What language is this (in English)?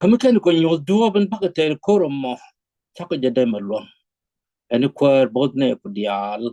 Nuer